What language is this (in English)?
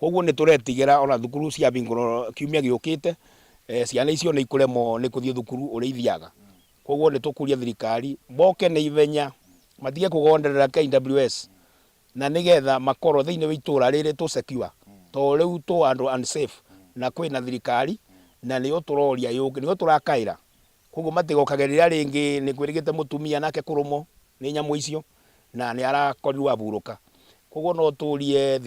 Kikuyu